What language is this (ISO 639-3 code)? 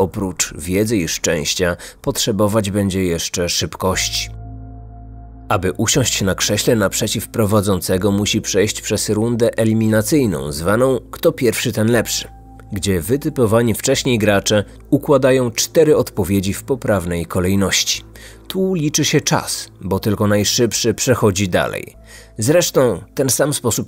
pol